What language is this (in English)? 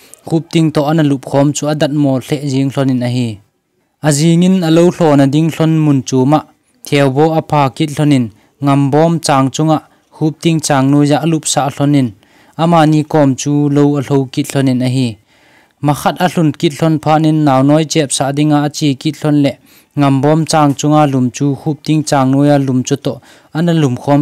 Thado Chin